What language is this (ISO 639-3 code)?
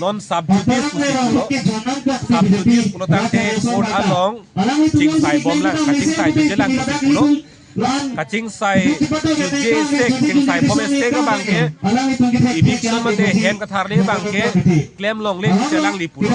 mjw